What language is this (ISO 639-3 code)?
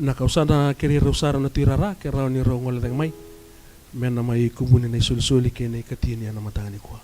fij